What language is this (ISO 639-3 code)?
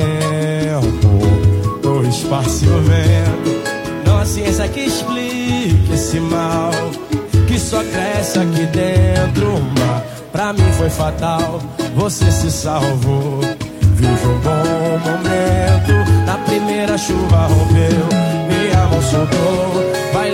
por